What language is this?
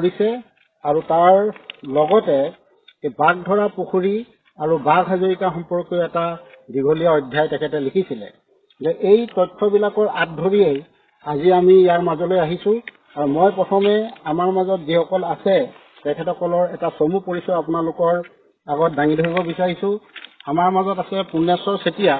Assamese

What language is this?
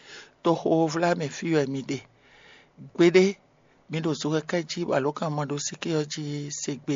Fon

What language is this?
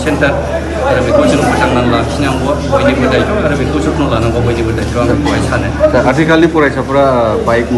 Bodo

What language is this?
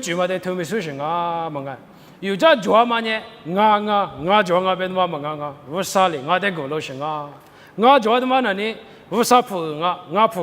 Lisu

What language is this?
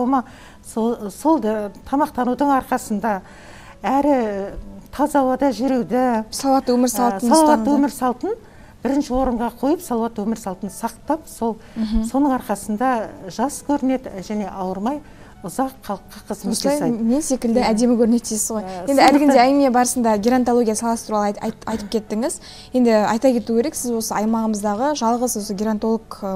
Kazakh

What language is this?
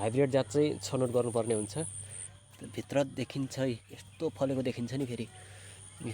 Nepali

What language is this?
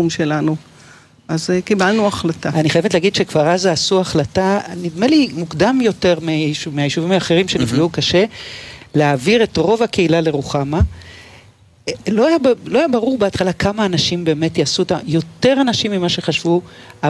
Hebrew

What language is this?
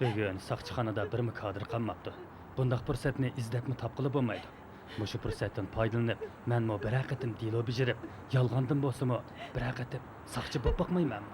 Uyghur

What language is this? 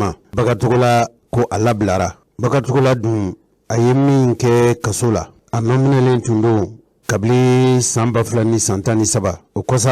Bambara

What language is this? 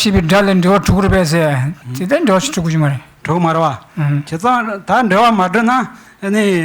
Tibetan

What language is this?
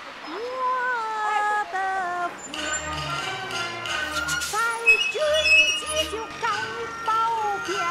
Chinese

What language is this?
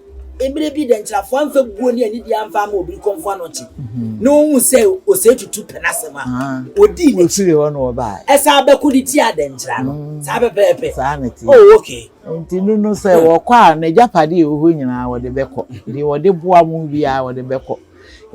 Akan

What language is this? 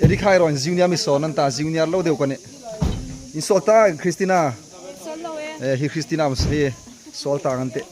Hmar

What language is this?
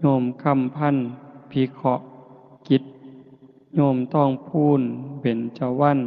Northeastern Thai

